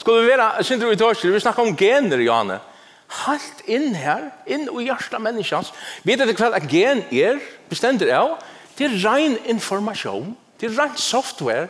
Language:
Faroese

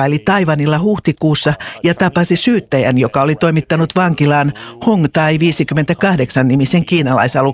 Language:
Finnish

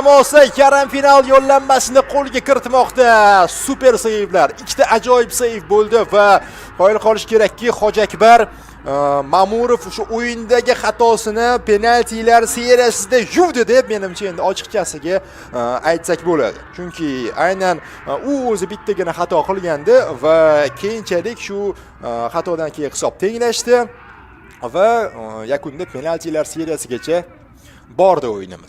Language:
Uzbek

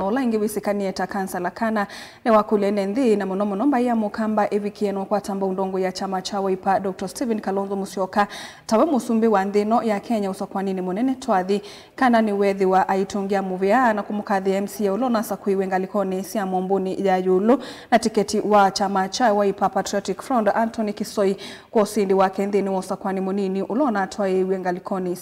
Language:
Kamba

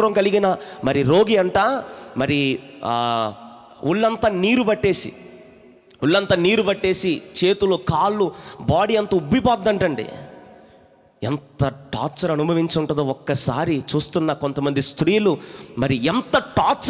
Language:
Telugu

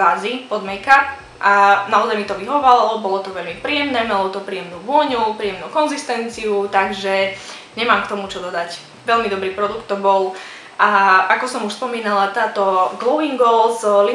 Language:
Slovak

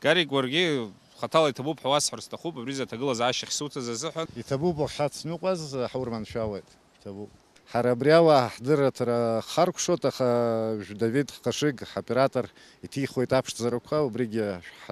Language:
Abkhazian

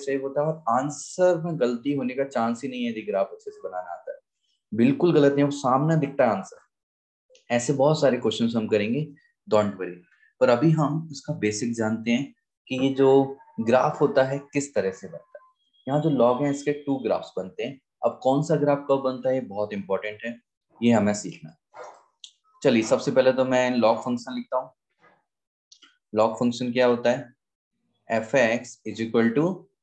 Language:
Hindi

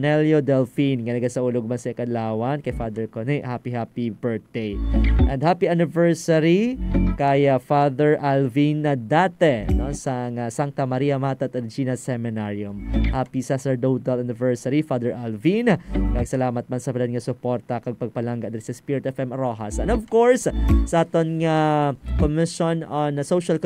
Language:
Hiligaynon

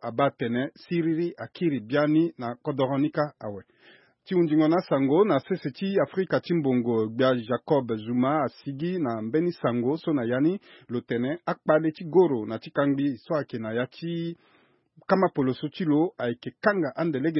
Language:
Sango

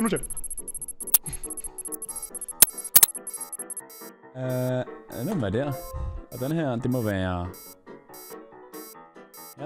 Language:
Danish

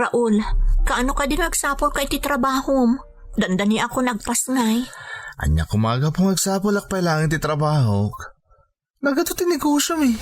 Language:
Iloko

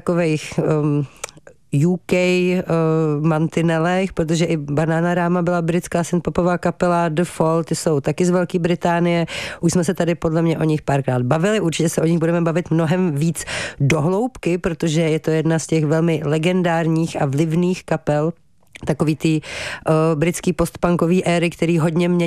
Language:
Czech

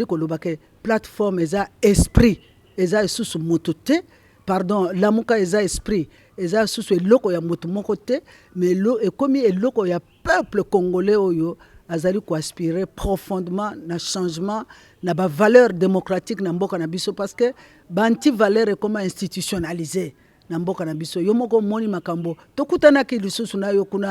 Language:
Lingala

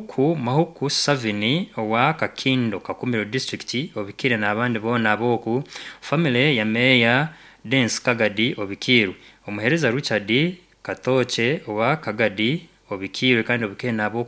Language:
Nyankole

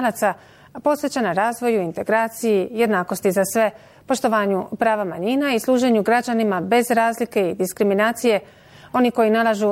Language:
Bosnian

